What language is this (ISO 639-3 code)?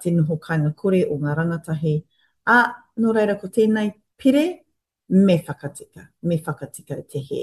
mri